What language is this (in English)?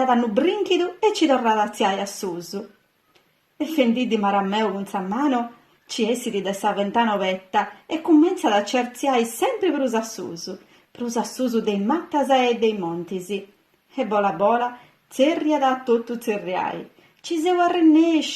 Sardinian